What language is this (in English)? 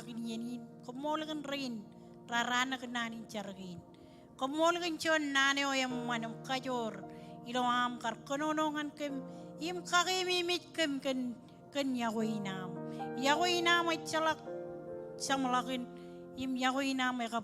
Marshallese